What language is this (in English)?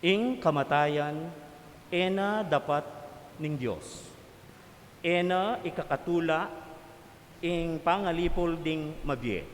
Pampanga